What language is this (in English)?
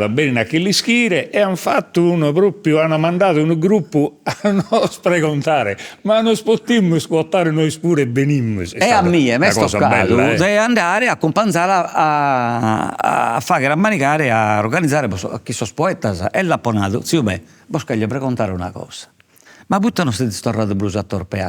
Sardinian